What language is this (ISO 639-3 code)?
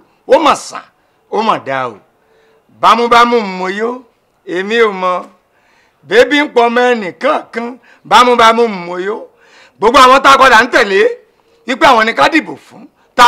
yor